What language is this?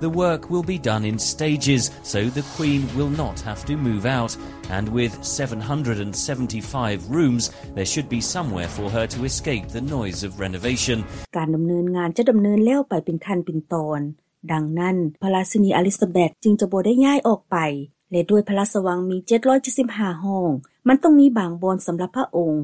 Lao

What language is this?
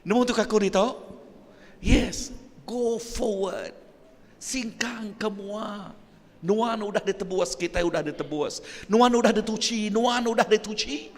Iban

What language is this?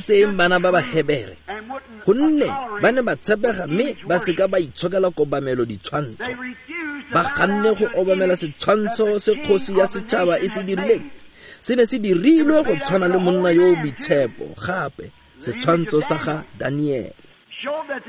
Tswana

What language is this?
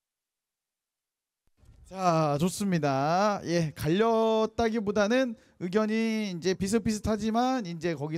Korean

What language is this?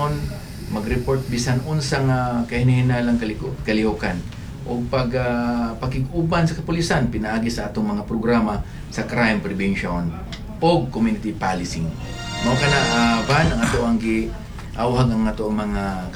Cebuano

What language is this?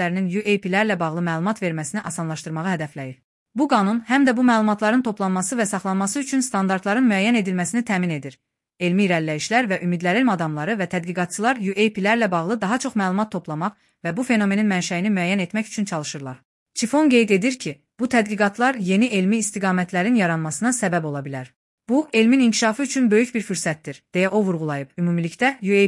Azerbaijani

